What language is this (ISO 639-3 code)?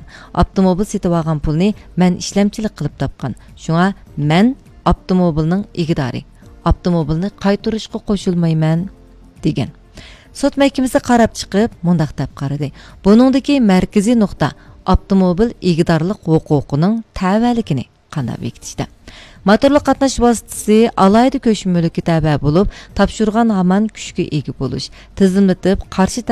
uig